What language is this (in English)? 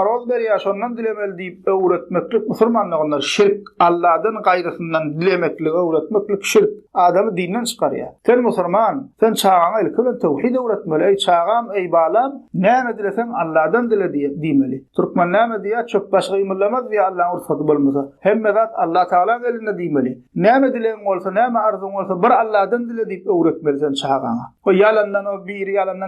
Turkmen